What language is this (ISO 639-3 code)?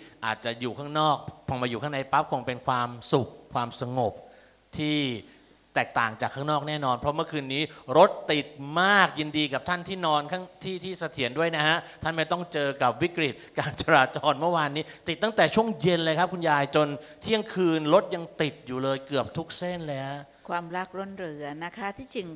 tha